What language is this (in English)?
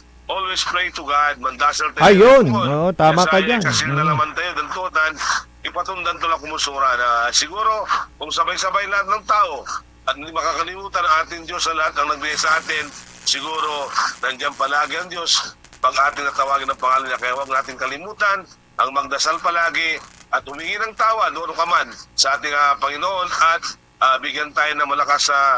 Pangasinan